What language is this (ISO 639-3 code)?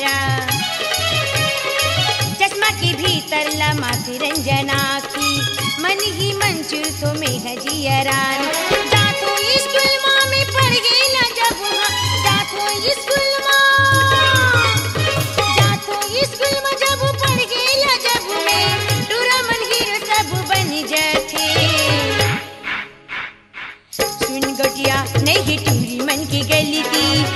hne